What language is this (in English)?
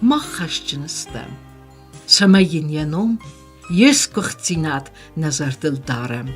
Ossetic